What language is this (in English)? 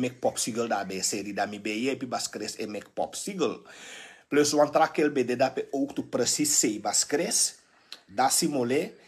Sranan Tongo